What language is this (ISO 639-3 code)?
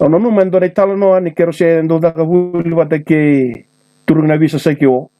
fij